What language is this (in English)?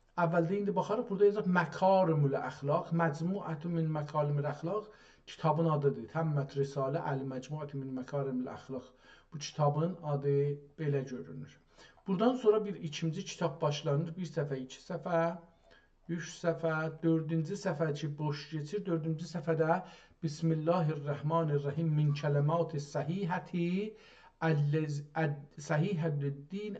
South Azerbaijani